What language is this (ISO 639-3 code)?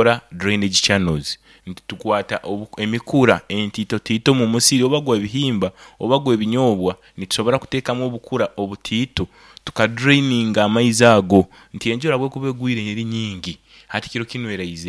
nyo